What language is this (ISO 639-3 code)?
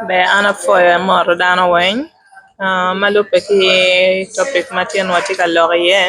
ach